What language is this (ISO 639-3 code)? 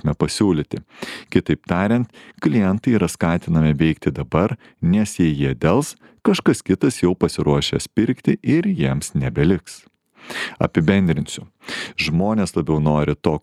lit